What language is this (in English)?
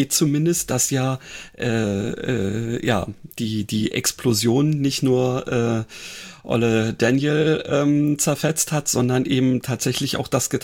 German